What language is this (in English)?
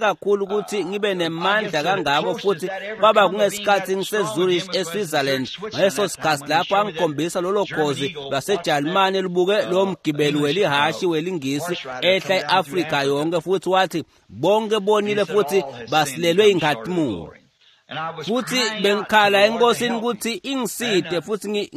Swati